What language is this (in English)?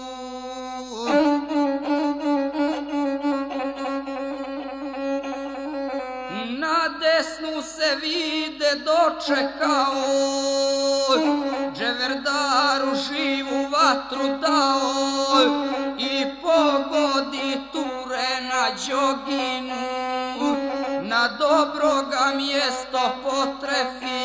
Serbian